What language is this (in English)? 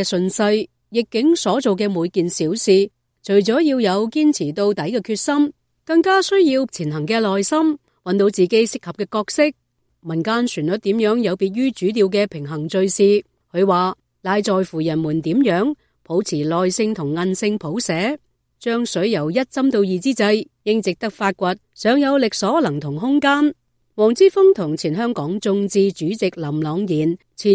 Cantonese